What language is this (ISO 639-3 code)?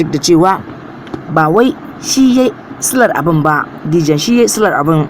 hau